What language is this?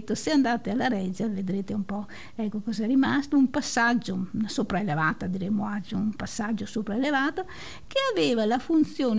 Italian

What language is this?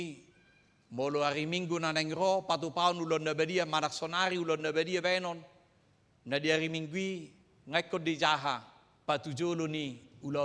Batak Toba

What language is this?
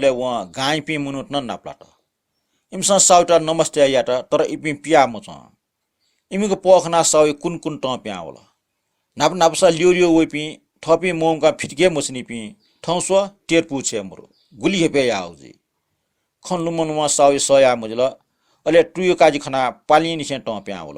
Newari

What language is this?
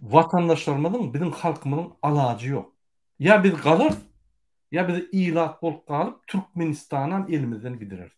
Turkmen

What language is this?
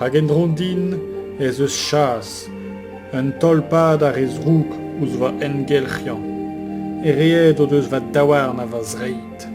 Breton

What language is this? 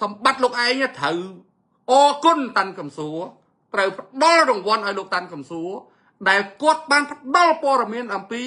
Khmer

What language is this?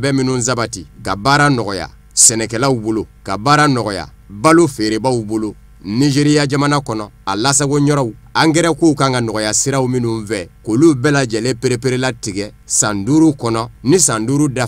Bambara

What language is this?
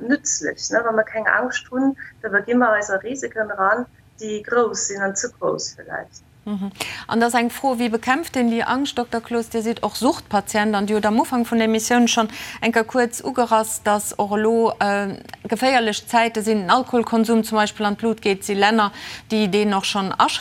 Luxembourgish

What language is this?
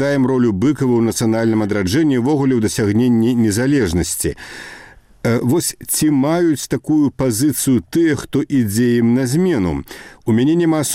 Belarusian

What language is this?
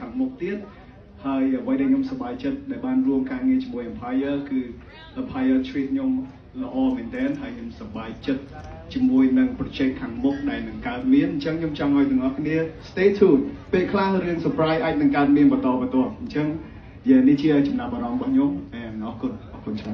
Khmer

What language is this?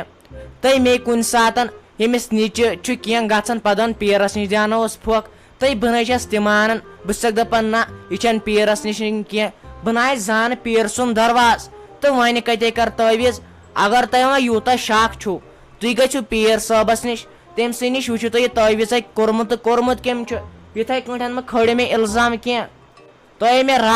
Kashmiri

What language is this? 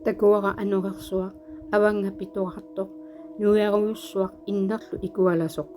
Kalaallisut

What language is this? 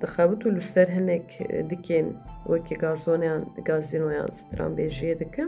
Kurdish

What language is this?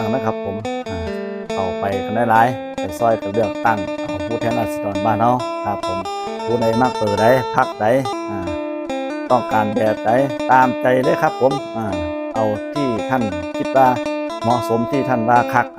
Northeastern Thai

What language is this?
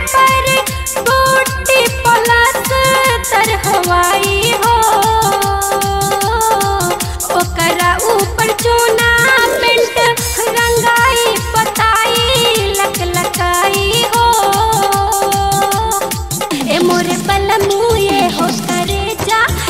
Bhojpuri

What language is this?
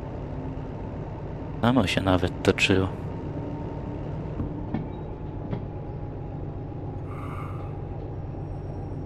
Polish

